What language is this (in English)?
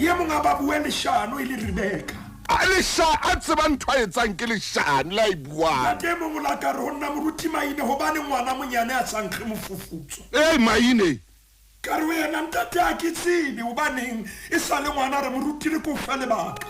Southern Sotho